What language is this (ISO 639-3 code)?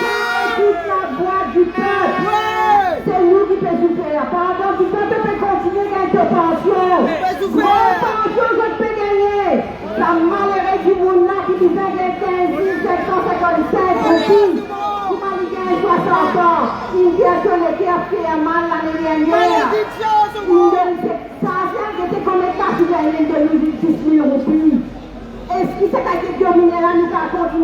mfe